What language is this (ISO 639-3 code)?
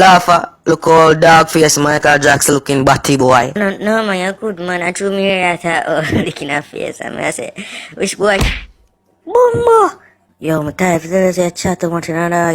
jam